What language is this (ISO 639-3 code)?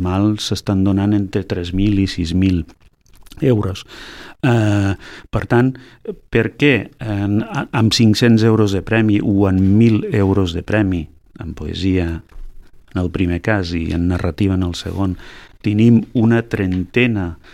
cat